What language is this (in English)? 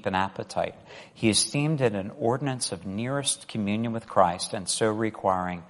English